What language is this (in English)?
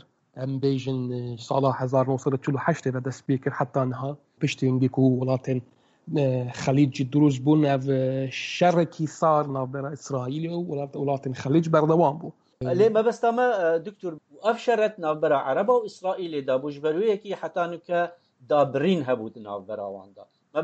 Kurdish